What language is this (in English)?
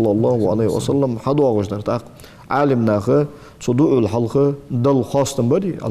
Ingush